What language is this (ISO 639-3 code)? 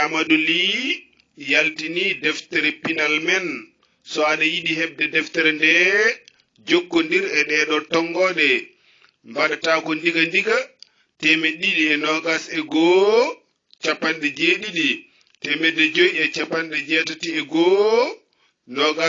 ful